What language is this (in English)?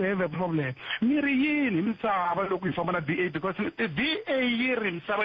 Tsonga